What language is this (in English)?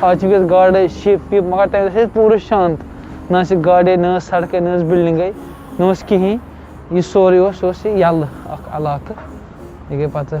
Kashmiri